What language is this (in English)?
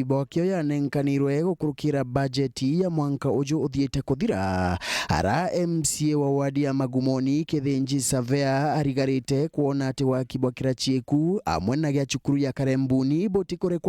Meru